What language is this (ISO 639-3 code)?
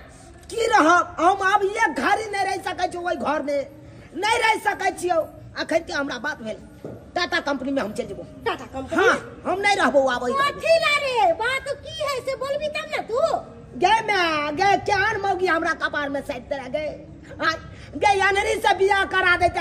mai